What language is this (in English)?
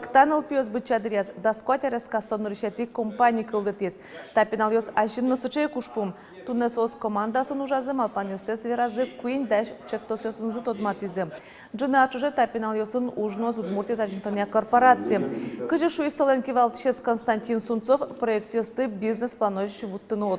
Udmurt